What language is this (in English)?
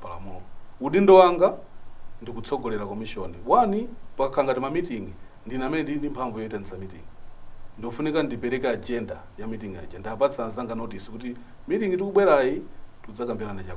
Nyanja